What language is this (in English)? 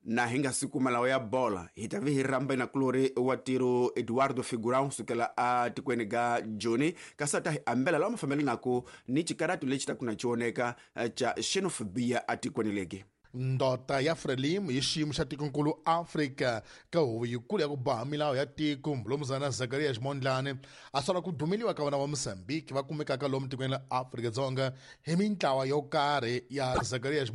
Tsonga